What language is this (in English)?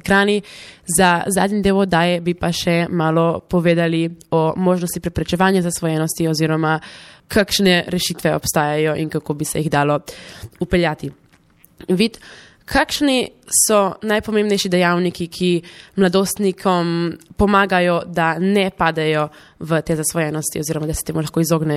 Slovenian